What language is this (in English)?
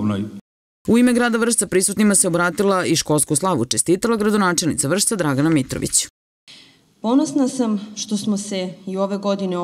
Serbian